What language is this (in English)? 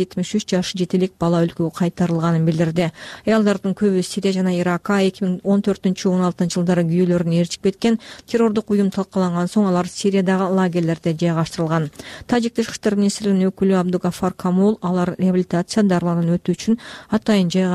Kyrgyz